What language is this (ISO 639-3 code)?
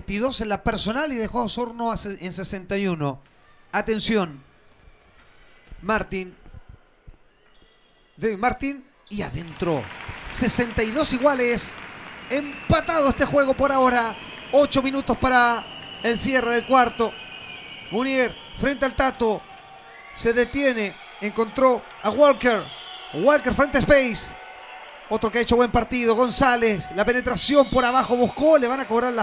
spa